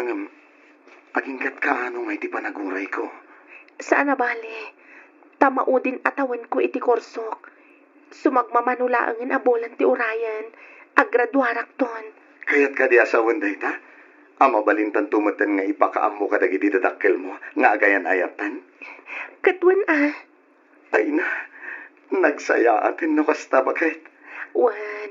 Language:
Iloko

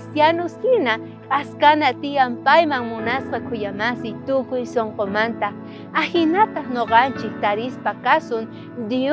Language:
South Bolivian Quechua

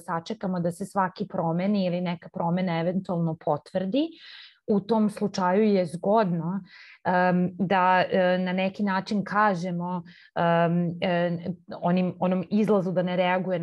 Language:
Serbian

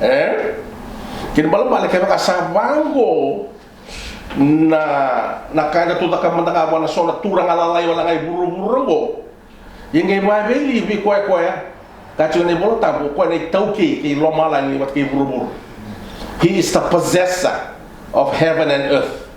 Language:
Fijian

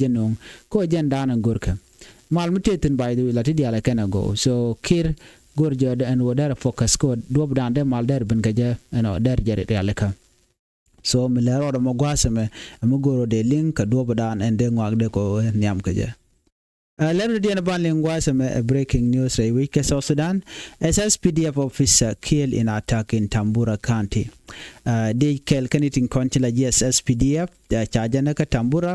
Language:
Nuer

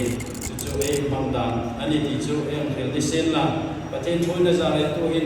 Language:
Hmar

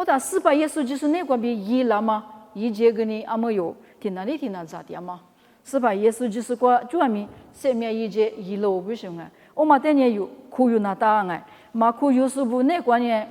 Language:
Lisu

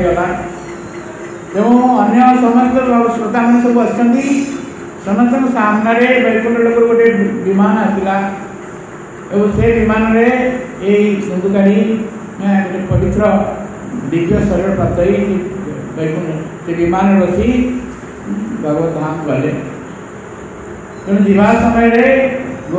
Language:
Odia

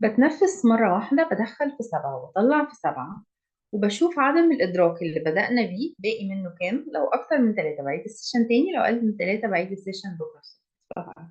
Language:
Egyptian Arabic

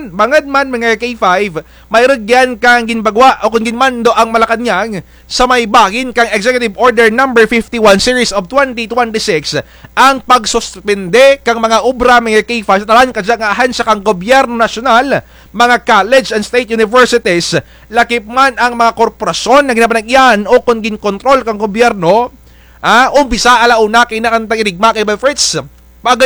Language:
Kinaray-a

